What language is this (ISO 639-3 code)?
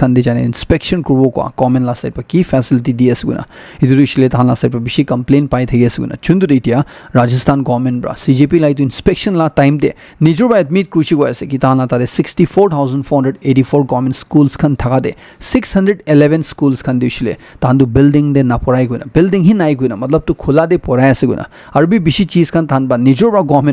nag